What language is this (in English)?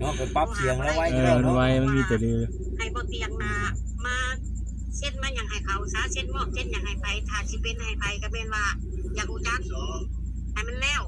Northeastern Thai